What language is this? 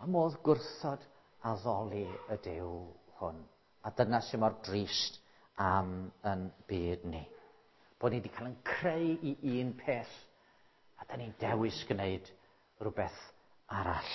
Welsh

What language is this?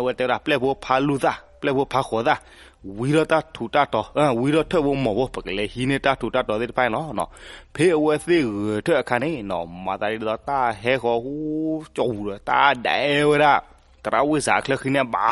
S'gaw Karen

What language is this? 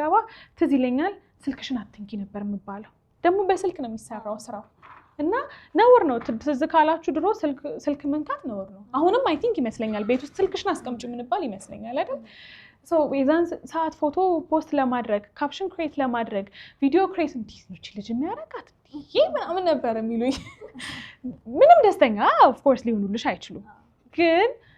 Amharic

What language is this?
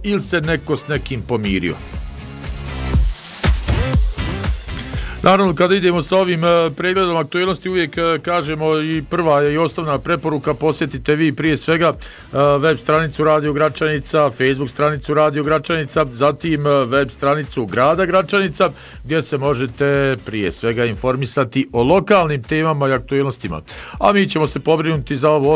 Bosnian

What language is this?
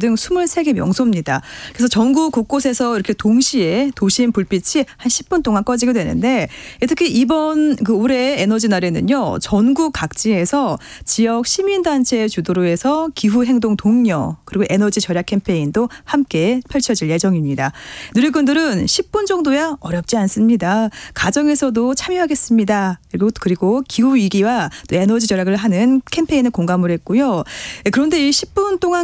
Korean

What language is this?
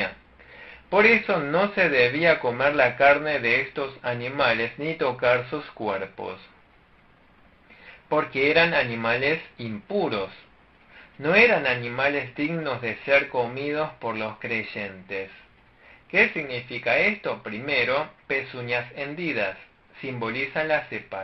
Spanish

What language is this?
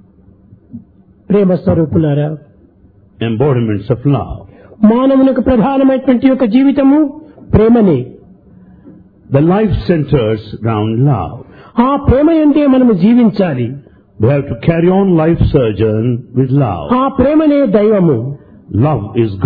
Telugu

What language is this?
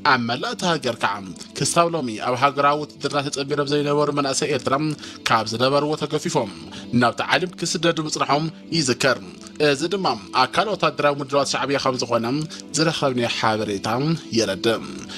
Tigrinya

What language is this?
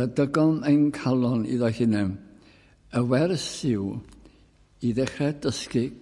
Welsh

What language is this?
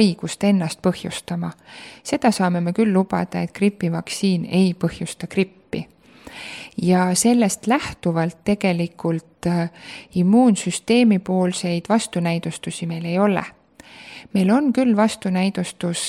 Estonian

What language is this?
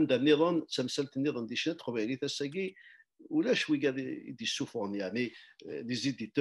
Kabyle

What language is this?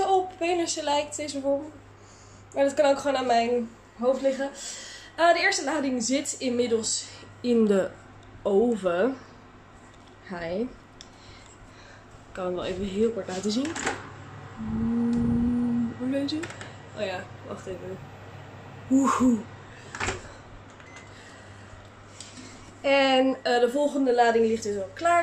Dutch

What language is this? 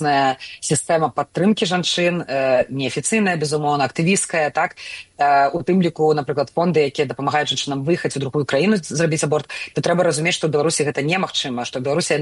Belarusian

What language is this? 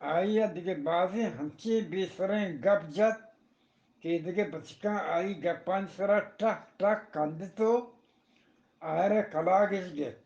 Eastern Balochi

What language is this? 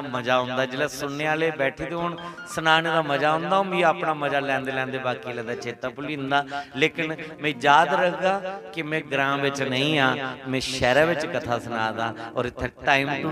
Dogri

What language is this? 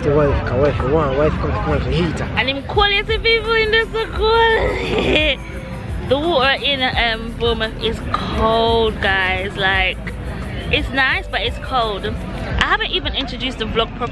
Jamaican Creole English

